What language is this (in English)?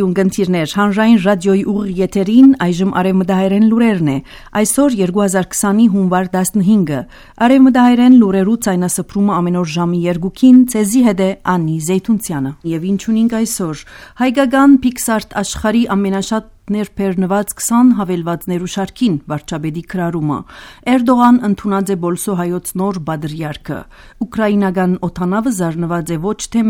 Armenian